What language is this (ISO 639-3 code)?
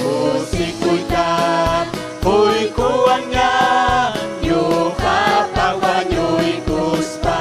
quy